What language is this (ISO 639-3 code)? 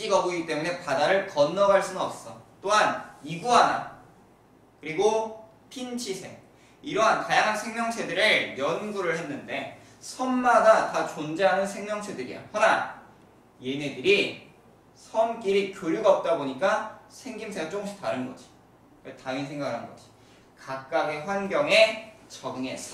kor